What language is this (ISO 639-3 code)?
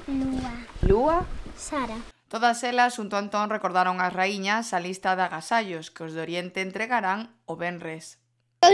glg